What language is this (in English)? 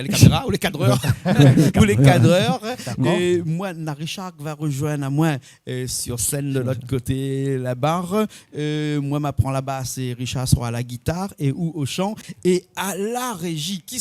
Réunion Creole French